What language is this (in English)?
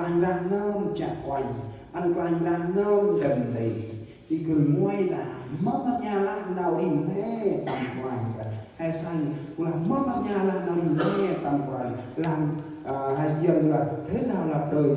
Central Mnong